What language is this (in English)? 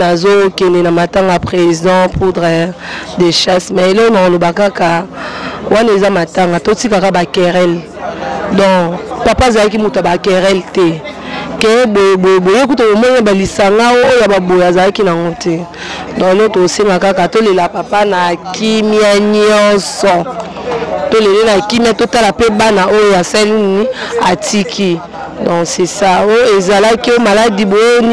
Lingala